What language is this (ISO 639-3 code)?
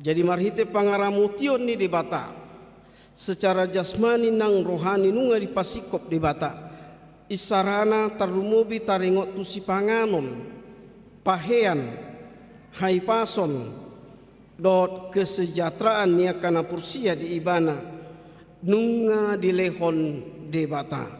bbc